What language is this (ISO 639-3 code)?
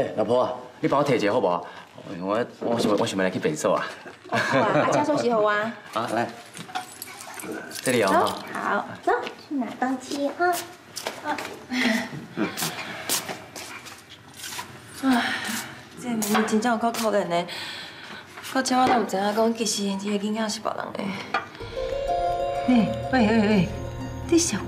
nan